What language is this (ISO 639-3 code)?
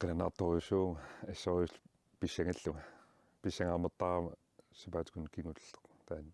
kal